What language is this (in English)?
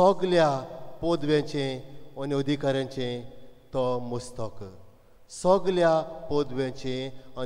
Konkani